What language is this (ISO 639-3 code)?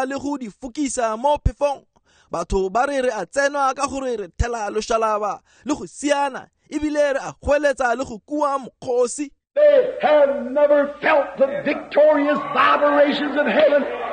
tsn